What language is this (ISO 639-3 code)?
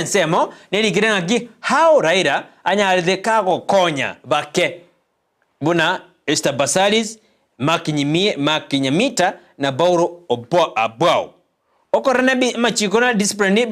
guz